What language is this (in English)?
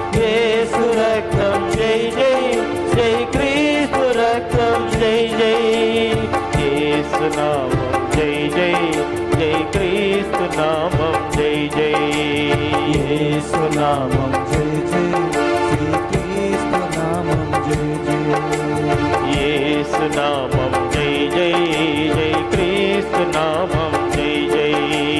Telugu